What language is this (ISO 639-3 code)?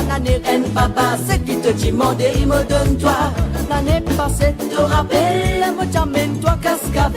mfe